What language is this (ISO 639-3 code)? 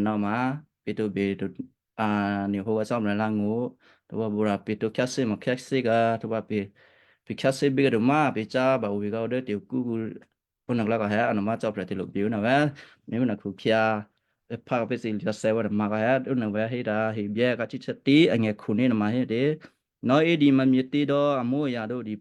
kyu